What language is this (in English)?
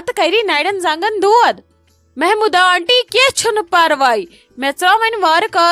Kashmiri